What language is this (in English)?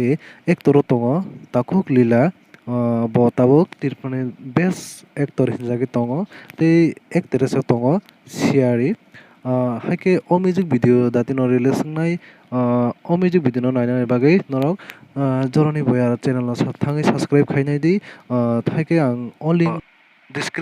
Kok Borok